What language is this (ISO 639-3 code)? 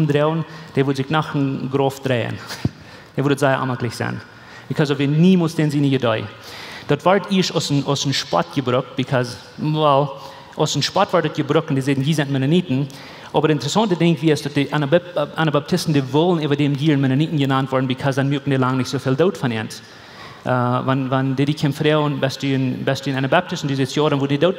pdt